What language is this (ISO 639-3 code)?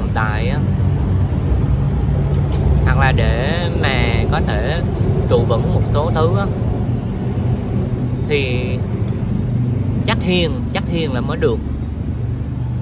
vie